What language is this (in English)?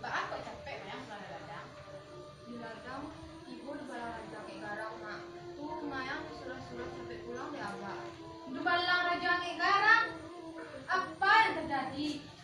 Minangkabau